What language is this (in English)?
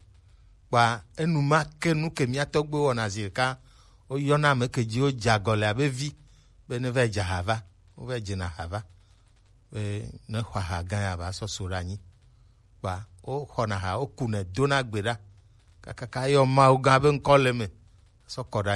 Gen